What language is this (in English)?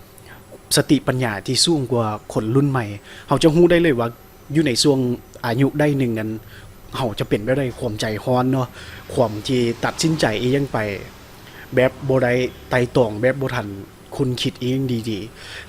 Lao